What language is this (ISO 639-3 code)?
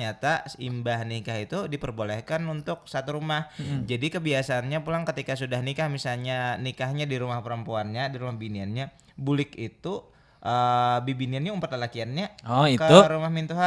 bjn